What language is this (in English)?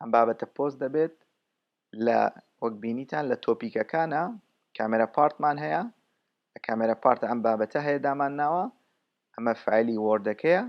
Central Kurdish